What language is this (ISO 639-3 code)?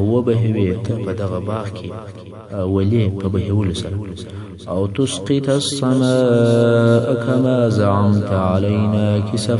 pus